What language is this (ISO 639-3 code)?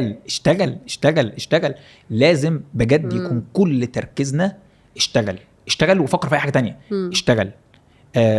arz